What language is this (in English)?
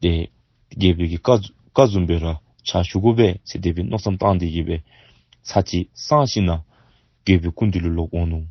Dzongkha